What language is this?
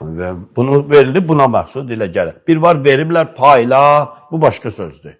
Azerbaijani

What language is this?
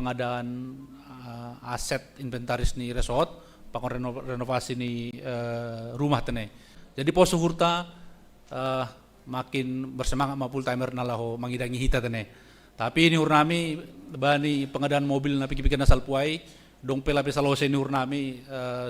Batak Simalungun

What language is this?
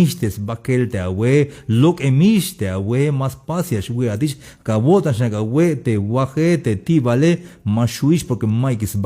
Tzeltal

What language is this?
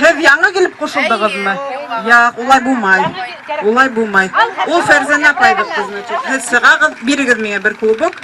Bashkir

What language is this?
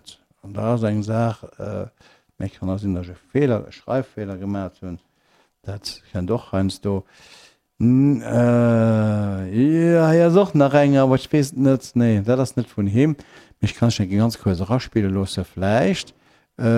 Luxembourgish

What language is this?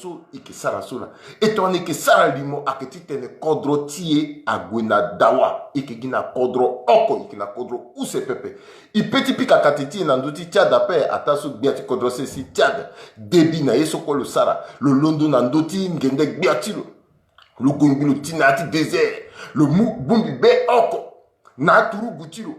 Sango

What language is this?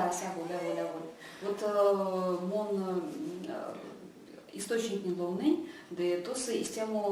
Erzya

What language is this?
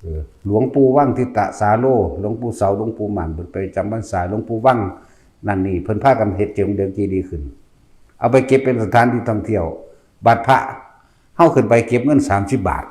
Northeastern Thai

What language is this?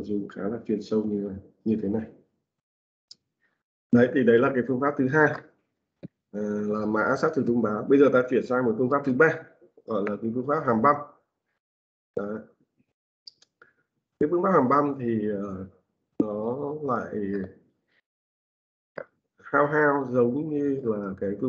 Vietnamese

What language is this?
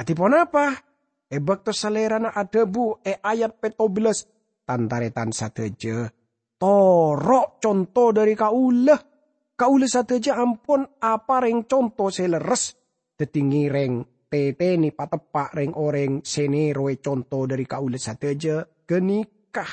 Madurese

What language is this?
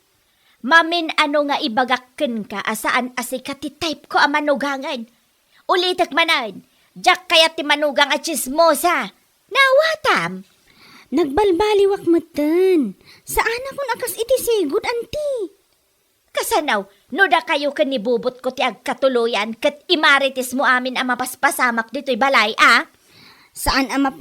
Iloko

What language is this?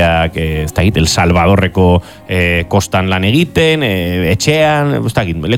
Basque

